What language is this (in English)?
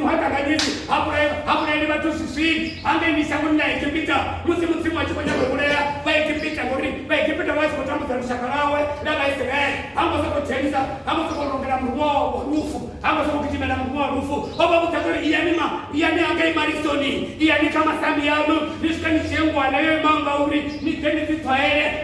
Venda